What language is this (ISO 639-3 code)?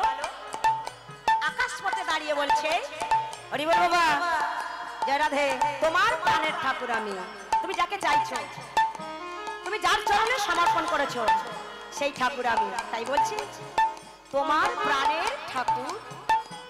ben